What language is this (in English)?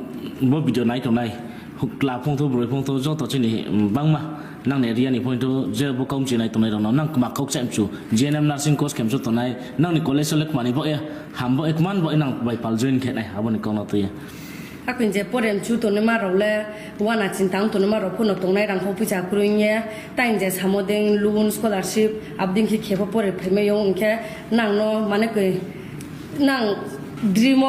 Riang (India)